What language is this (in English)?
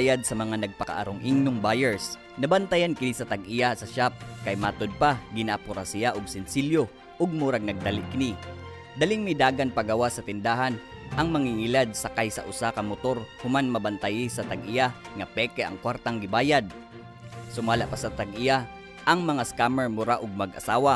Cebuano